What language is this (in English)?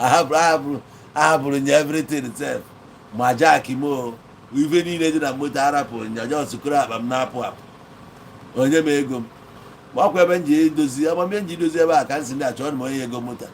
Igbo